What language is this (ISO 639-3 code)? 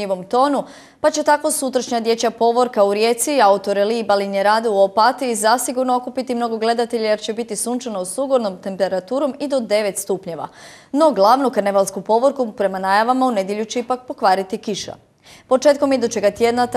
hrv